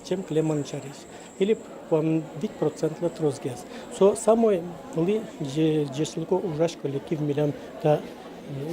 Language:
Udmurt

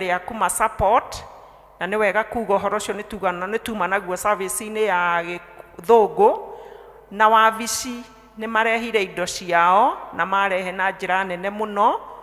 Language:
Kikuyu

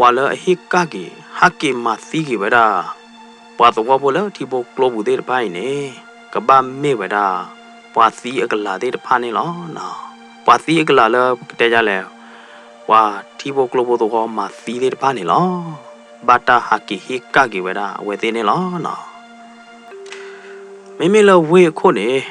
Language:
S'gaw Karen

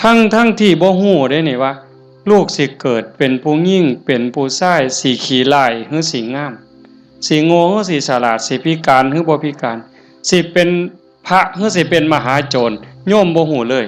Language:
Northeastern Thai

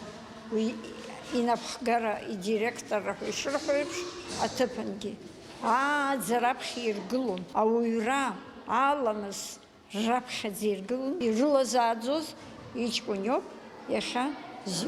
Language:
Abkhazian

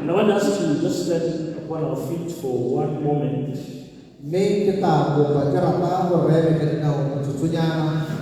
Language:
Tswana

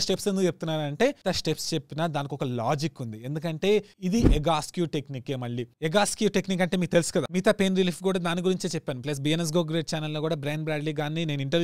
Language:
Telugu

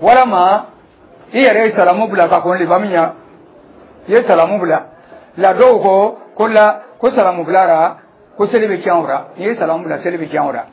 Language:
Dyula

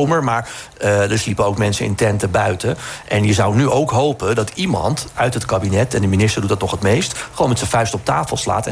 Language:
Dutch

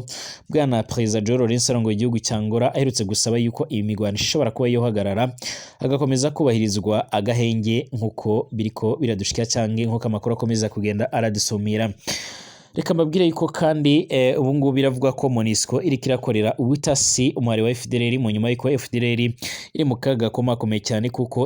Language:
Rundi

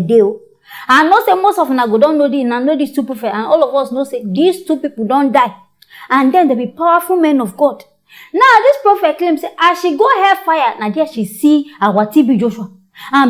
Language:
Nigerian Pidgin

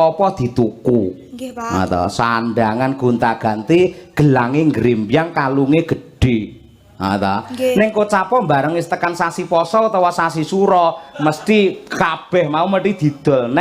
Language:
Javanese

